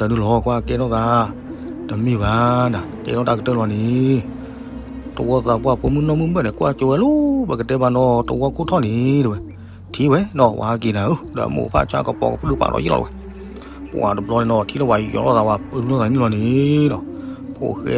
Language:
S'gaw Karen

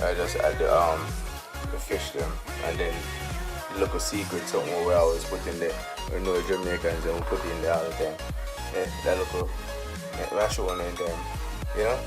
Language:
Jamaican Creole English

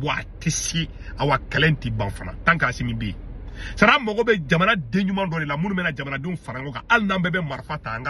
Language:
Bambara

